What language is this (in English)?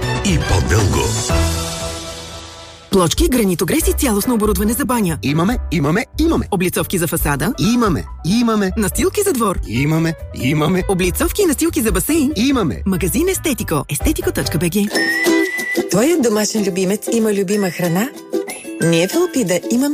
Bulgarian